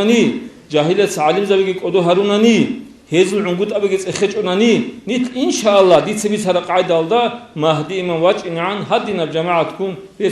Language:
Avaric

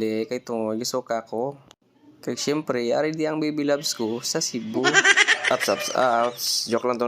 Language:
Hiligaynon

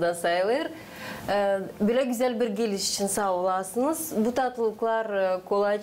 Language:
Gagauz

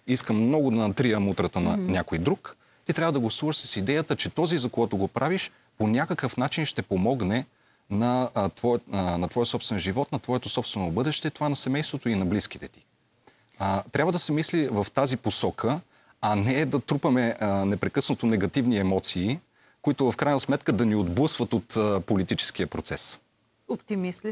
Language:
Bulgarian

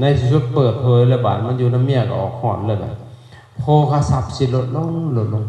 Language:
Lao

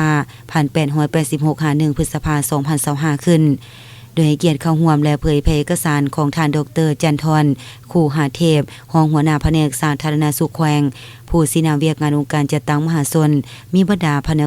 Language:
Lao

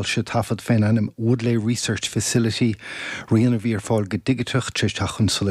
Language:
Irish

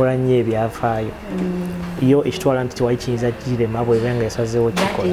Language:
Ganda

